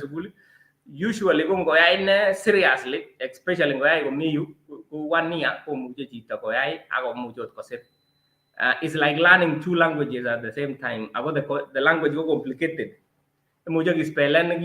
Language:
Kalenjin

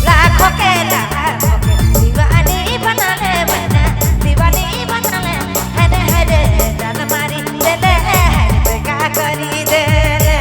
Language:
Sadri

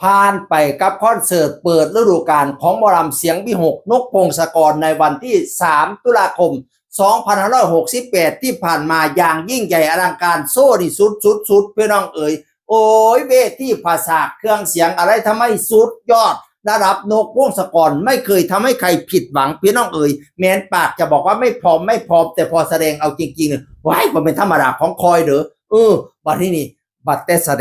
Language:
Northeastern Thai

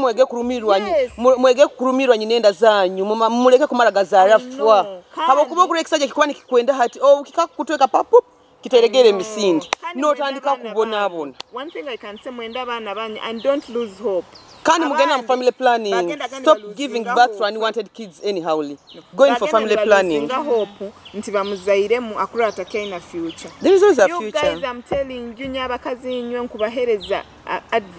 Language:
Nyoro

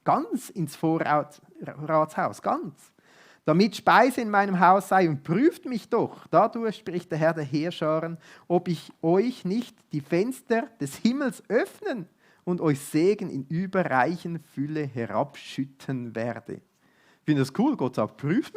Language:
Swiss German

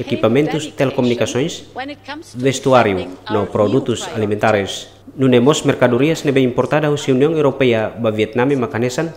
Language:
Tetum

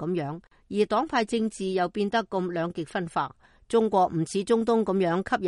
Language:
Cantonese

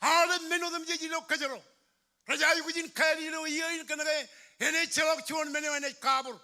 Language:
Marshallese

